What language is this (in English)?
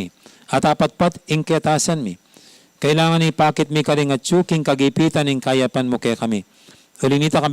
Pampanga